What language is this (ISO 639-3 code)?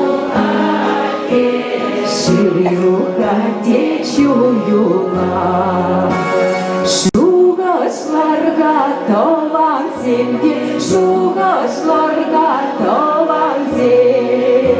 chv